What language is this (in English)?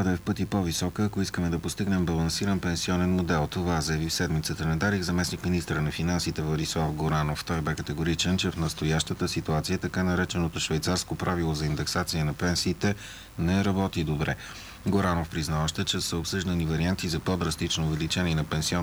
Bulgarian